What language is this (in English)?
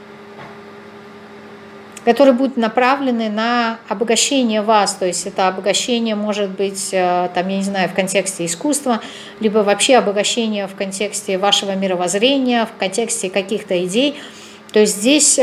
Russian